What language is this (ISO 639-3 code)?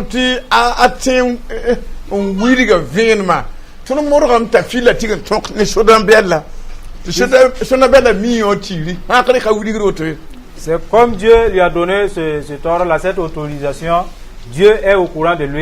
mos